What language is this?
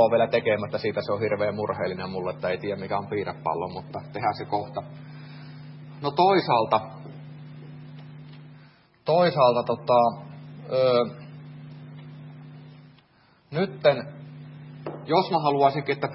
Finnish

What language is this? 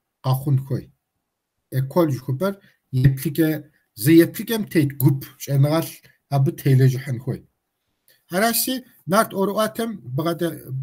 Kabardian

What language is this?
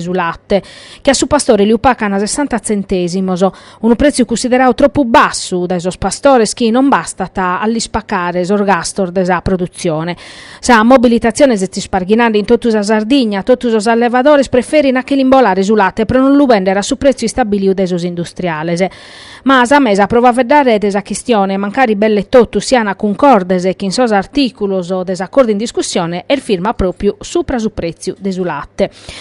Sardinian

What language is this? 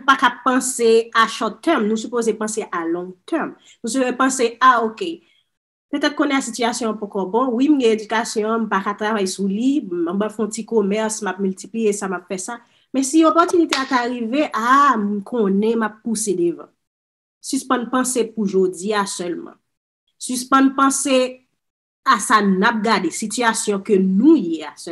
Haitian Creole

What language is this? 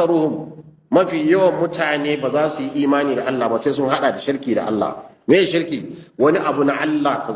Hausa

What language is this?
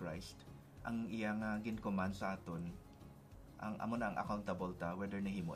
Hiligaynon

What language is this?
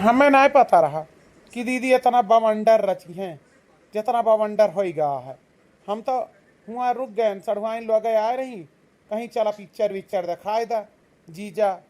Awadhi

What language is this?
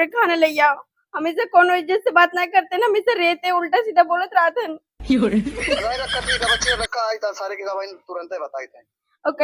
Awadhi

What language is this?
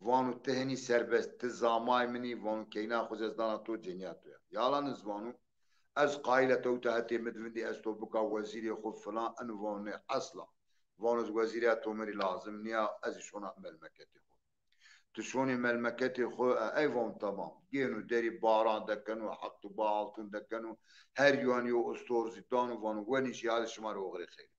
Zaza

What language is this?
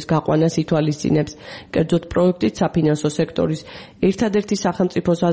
Georgian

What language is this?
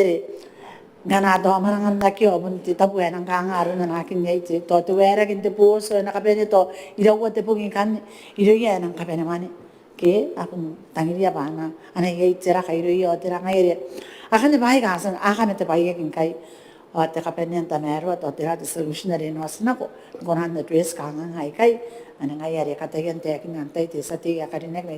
Gilbertese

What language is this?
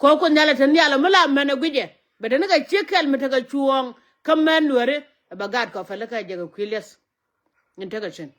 Nuer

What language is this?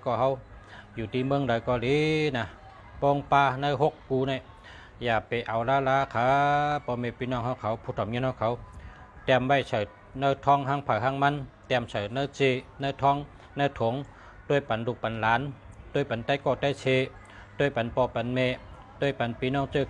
Shan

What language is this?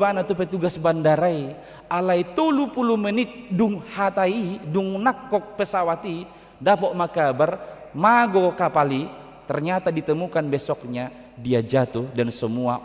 Batak Toba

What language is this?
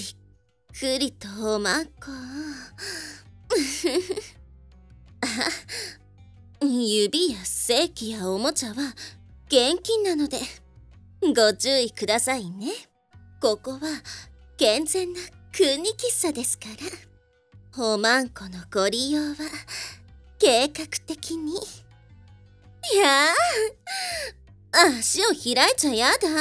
Japanese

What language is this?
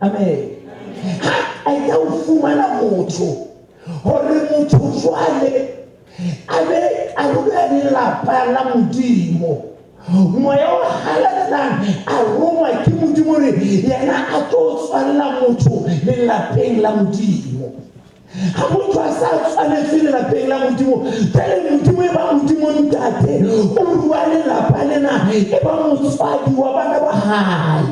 Southern Sotho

